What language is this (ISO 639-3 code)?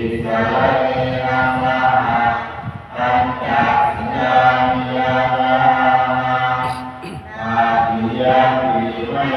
pli